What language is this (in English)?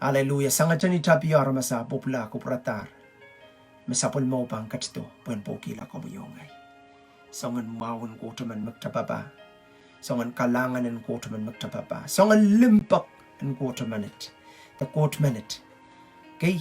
Pohnpeian